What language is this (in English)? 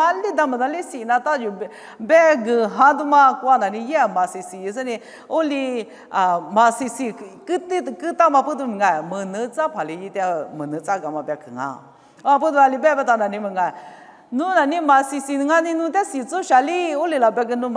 Lisu